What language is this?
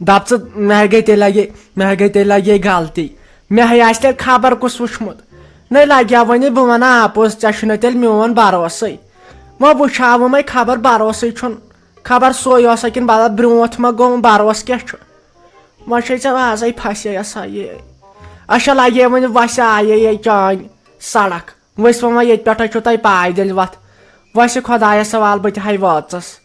Kashmiri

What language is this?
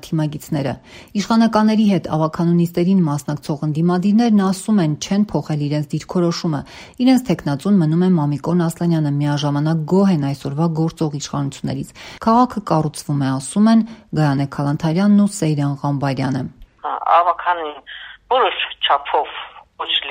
Armenian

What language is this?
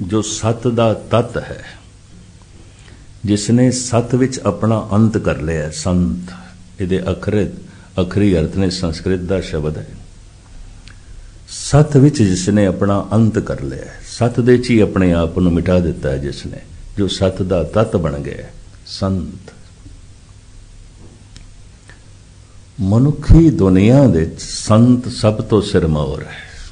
Punjabi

